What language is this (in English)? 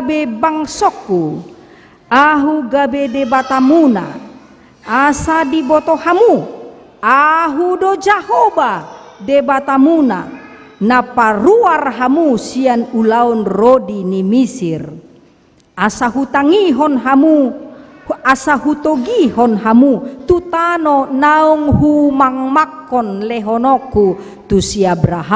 Batak Toba